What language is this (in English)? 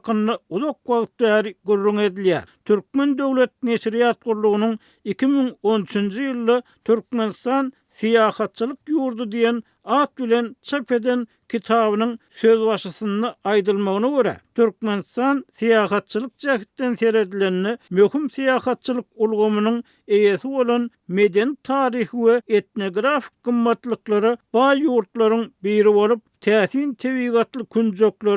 Turkmen